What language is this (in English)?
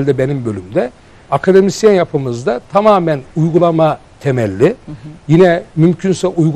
Turkish